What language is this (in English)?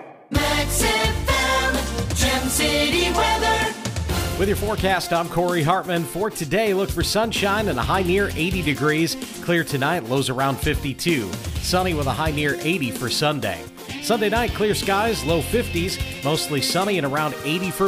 English